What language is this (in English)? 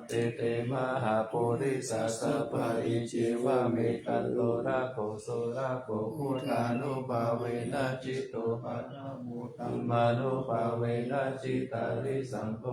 Pali